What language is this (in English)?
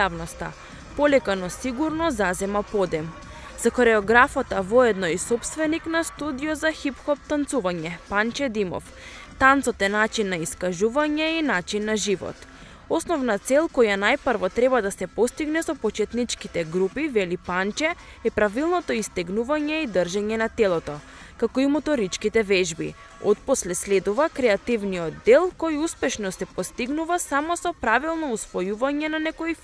Macedonian